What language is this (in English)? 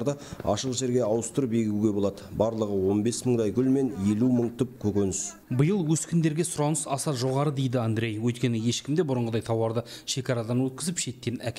Kazakh